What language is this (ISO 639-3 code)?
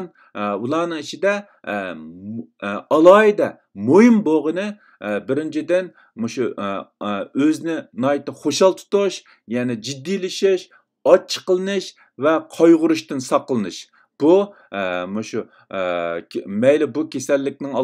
uig